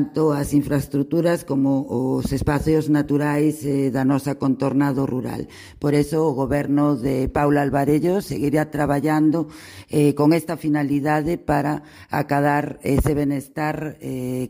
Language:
Galician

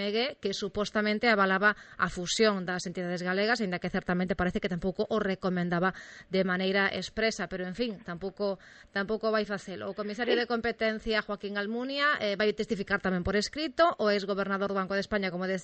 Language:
Galician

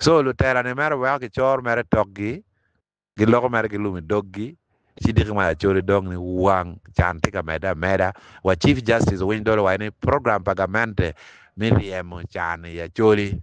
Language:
Acoli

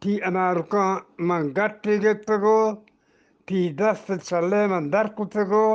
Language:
Eastern Balochi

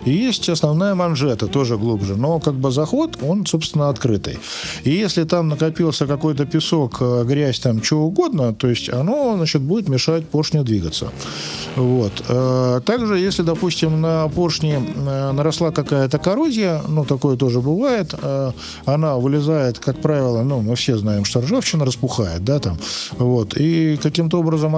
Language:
Russian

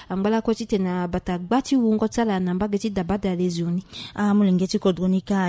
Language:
Sango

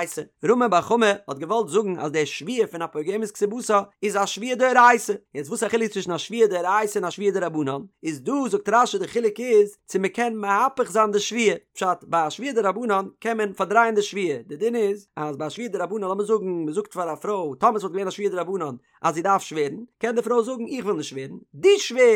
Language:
Yiddish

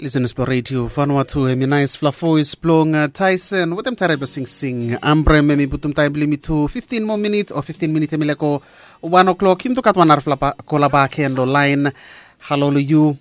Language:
Bislama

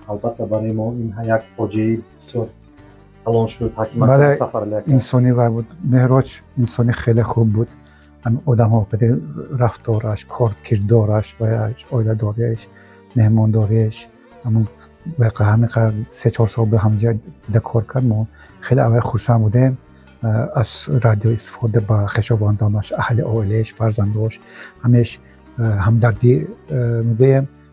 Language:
Tajik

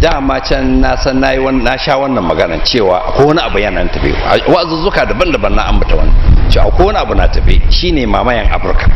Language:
Hausa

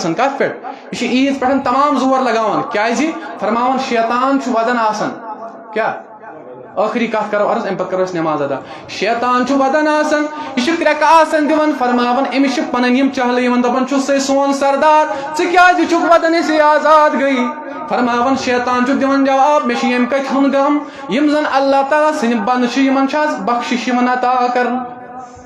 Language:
Kashmiri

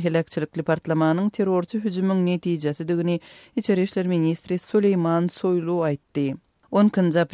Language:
Turkmen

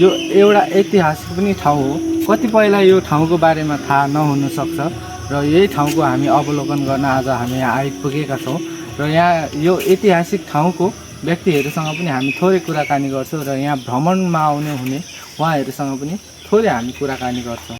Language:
Nepali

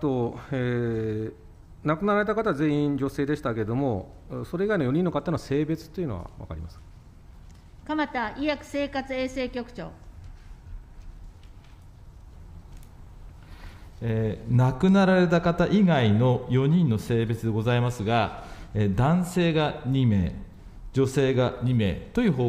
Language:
Japanese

